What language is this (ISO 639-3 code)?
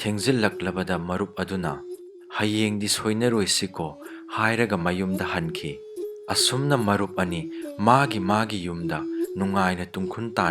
mni